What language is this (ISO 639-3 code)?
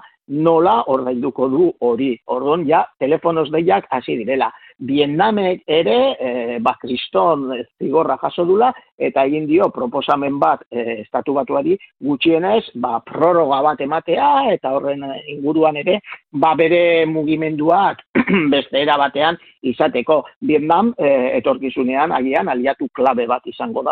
eus